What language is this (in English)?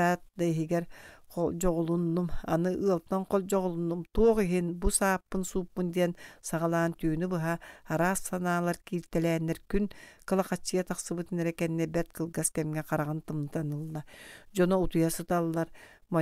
Yakut